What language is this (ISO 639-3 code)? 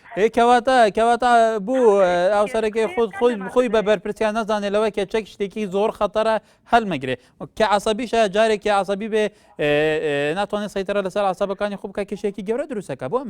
ckb